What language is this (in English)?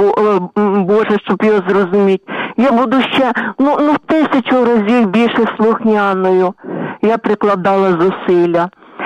Ukrainian